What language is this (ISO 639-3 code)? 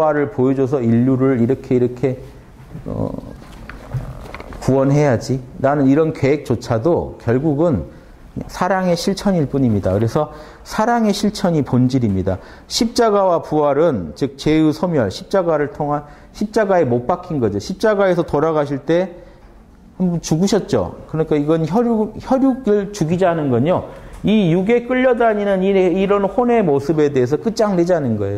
kor